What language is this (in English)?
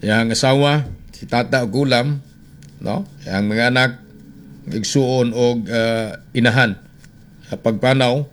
Cebuano